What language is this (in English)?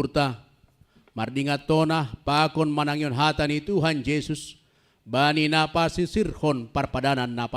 Batak Simalungun